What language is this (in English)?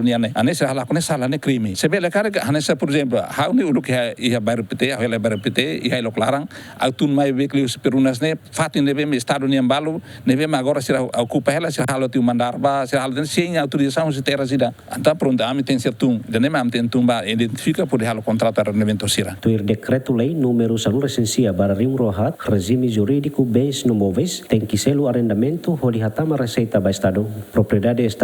Tetum